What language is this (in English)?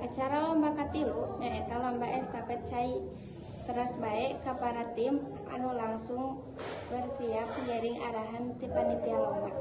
Sundanese